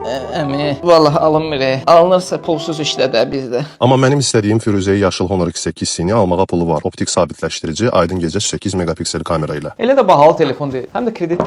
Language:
Azerbaijani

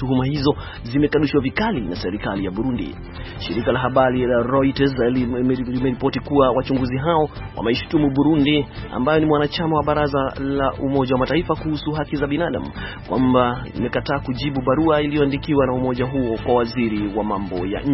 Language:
Swahili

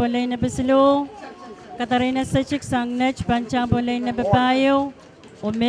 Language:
Pohnpeian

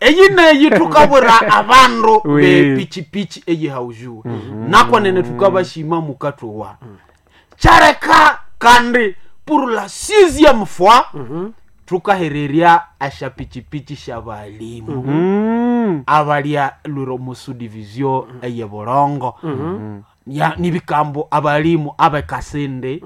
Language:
Nande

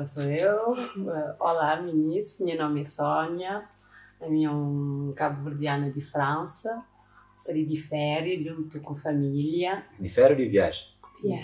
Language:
Kabuverdianu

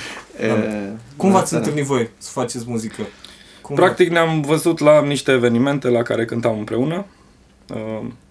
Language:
Romanian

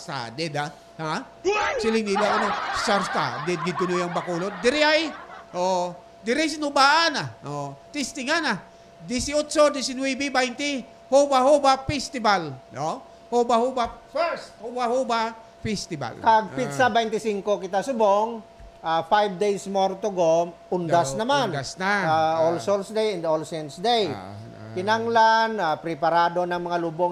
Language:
Hiligaynon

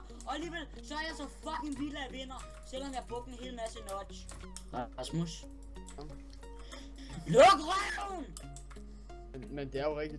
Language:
Danish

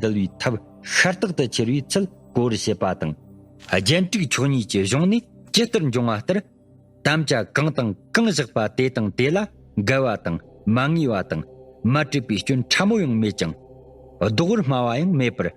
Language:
Tibetan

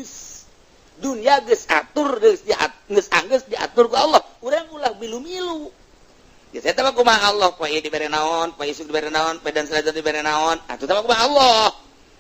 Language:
Sundanese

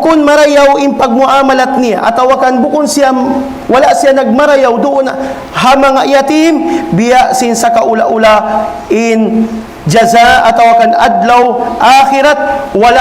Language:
Tausug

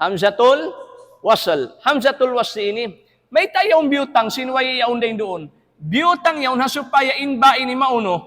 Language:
Tausug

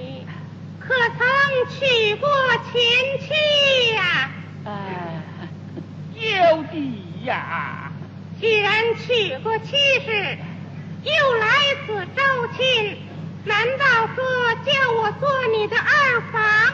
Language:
Chinese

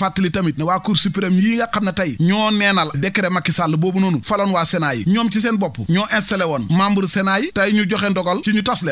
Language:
Wolof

